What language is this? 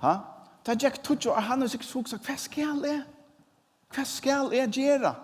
Faroese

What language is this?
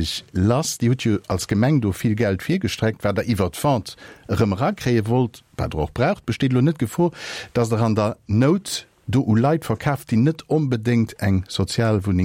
Luxembourgish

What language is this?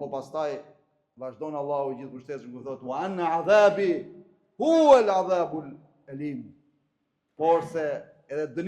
Albanian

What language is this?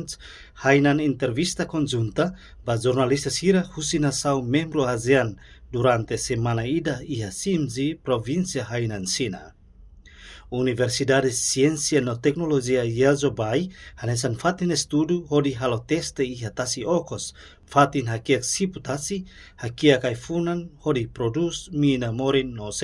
Tetum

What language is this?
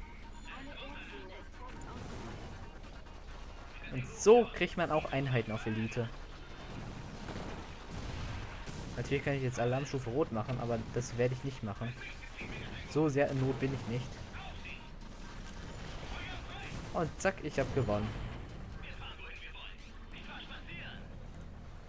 German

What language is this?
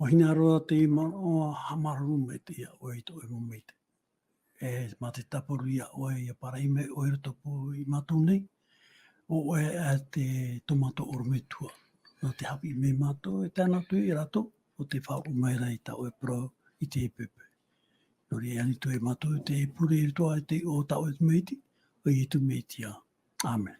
Tahitian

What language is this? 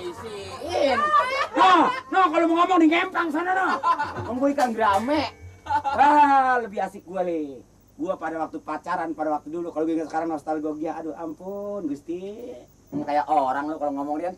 Betawi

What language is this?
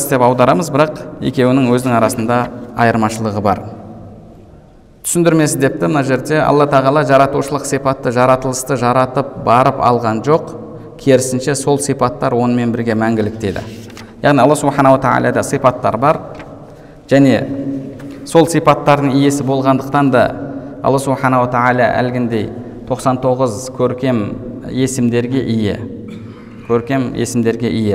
Kazakh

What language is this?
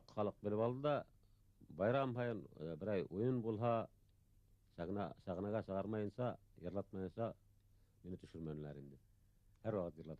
Bashkir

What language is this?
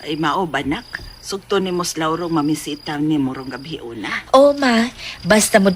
Cebuano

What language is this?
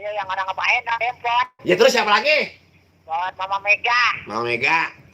Betawi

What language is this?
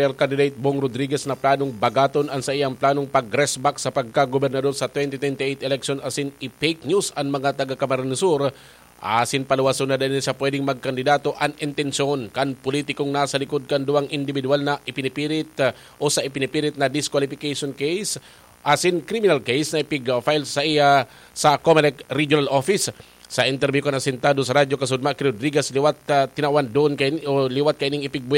Bikol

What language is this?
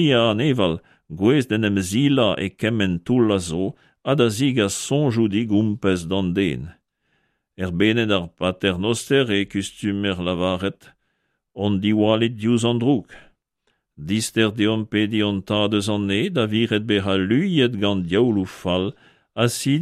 Breton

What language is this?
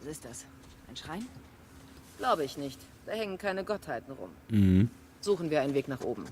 Swiss German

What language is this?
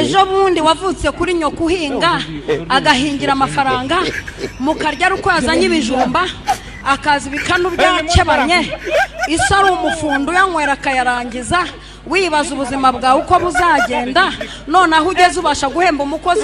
Kinyarwanda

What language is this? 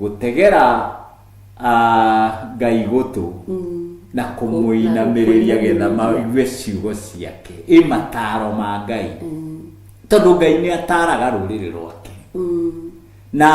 Kikuyu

